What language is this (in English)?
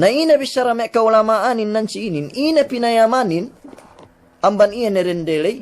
Yakan